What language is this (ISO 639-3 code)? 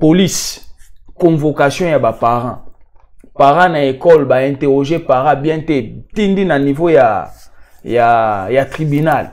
lin